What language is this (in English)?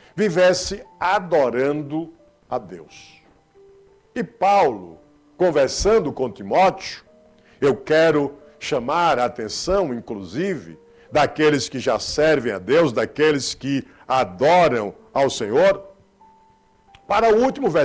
Portuguese